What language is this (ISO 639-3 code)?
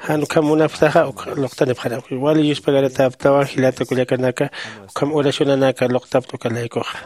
aym